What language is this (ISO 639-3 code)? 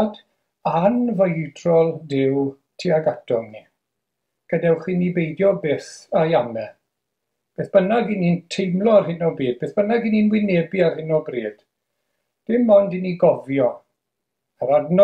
cym